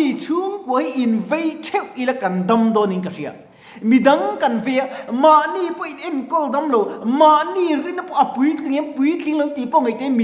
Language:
Mizo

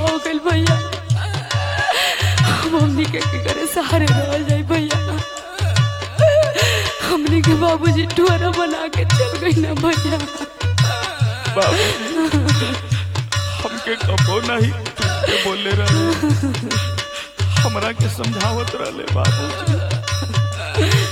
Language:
Bhojpuri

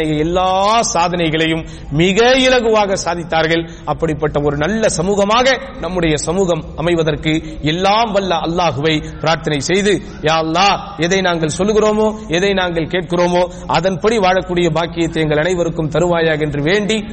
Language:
Tamil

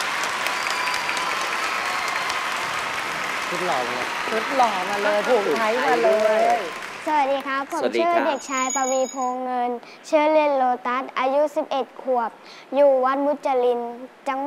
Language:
Thai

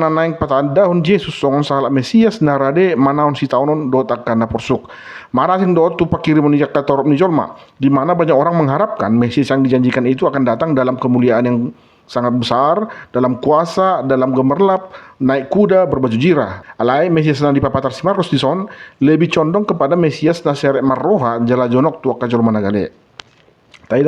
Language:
Batak Toba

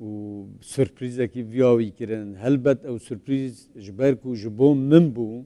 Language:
Kurdish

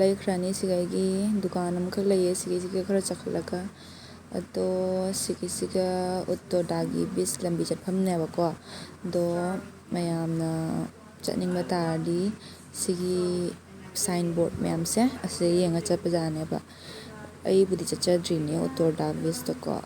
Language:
Manipuri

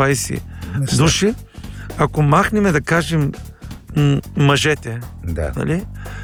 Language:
Bulgarian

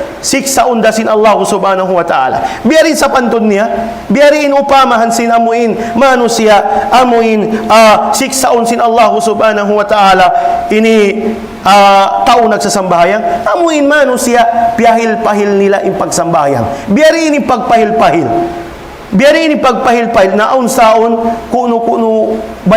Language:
Tausug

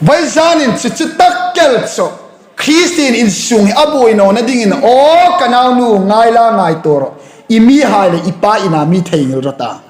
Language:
Hmar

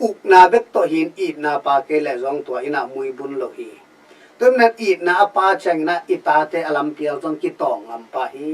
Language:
Tedim Chin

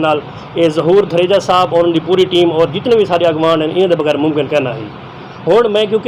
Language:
Saraiki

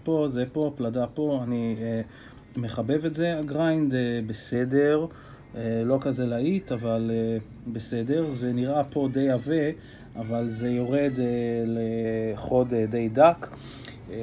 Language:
Hebrew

